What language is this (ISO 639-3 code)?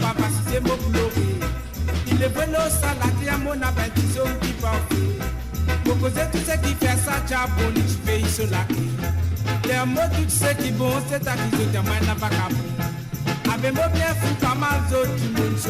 mfe